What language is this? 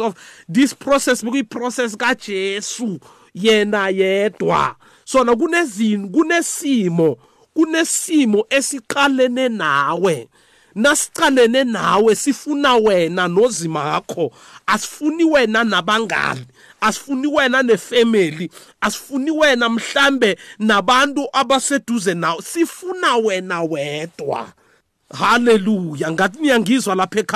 South Ndebele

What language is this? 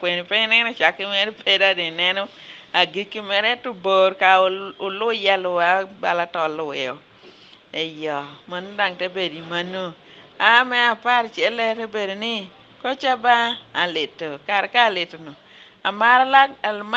Lango (Uganda)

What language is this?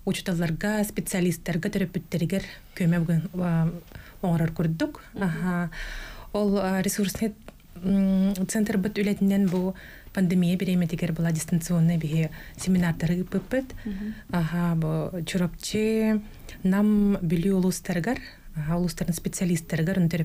Yakut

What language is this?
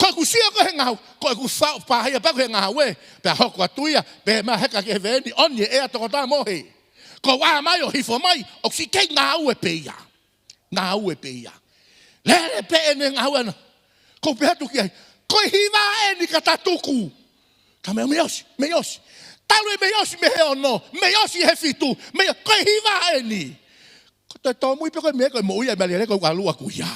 Tongan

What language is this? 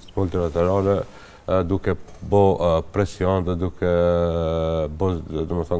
Albanian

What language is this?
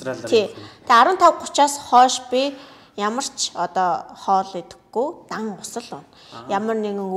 Mongolian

